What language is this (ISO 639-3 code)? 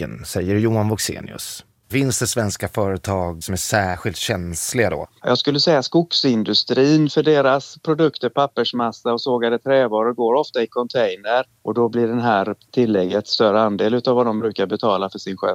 swe